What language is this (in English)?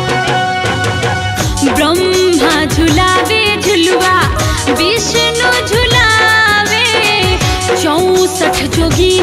Bhojpuri